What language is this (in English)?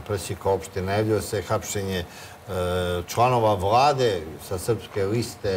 Serbian